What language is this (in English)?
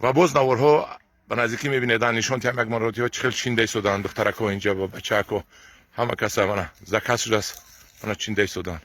Tajik